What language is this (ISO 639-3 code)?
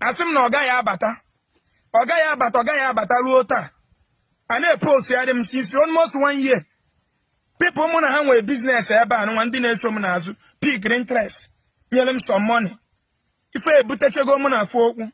ibo